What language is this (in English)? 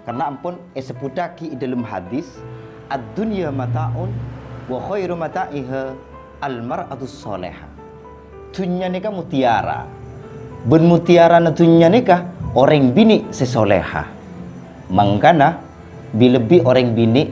Madurese